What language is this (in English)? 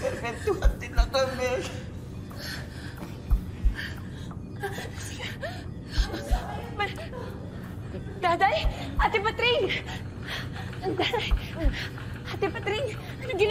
Filipino